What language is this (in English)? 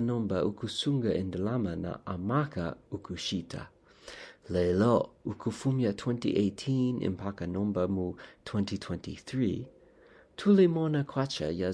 Bemba